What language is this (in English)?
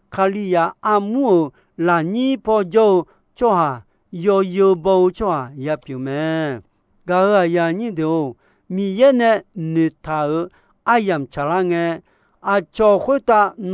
Akha